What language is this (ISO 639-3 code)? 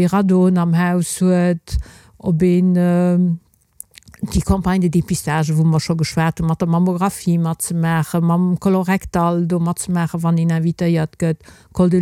ltz